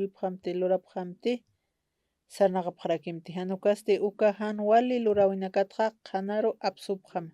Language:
Aymara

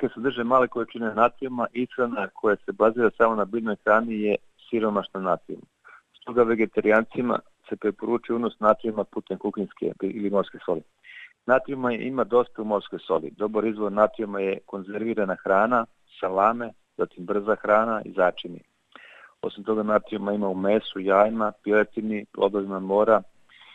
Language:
Serbian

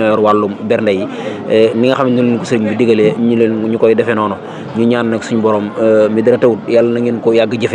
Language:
Wolof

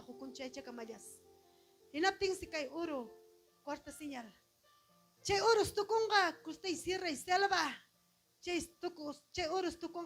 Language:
Ayacucho Quechua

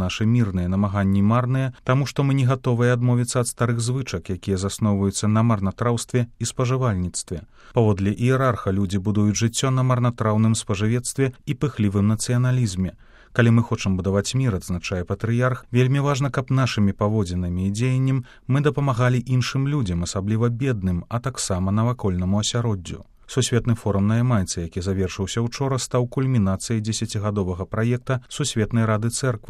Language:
Belarusian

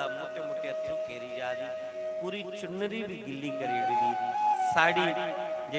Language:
Dogri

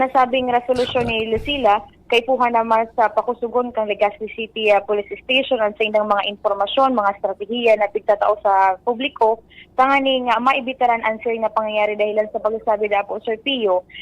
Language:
Bikol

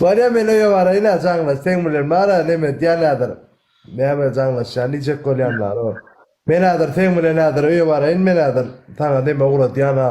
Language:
Turkmen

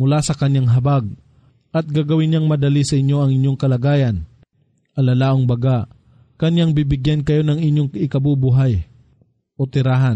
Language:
Filipino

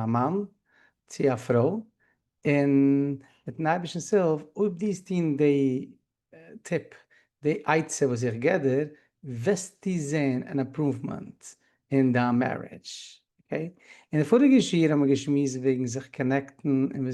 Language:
Yiddish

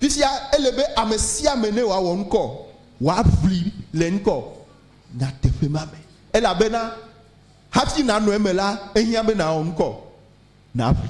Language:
Ewe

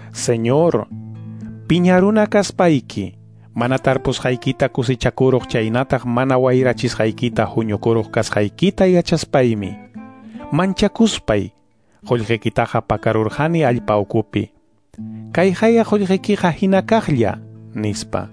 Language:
Quechua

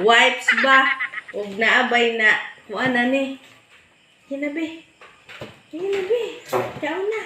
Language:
Cebuano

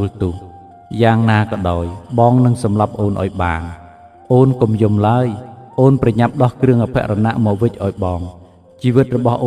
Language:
Khmer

